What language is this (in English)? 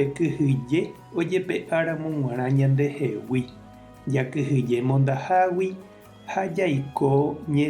Guarani